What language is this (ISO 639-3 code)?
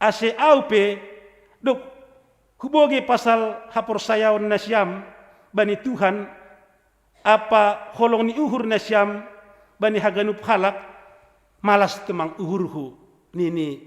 bts